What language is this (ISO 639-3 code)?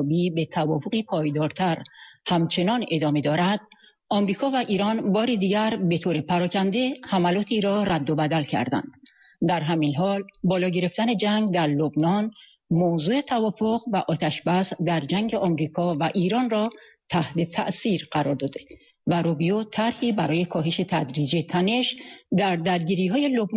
fas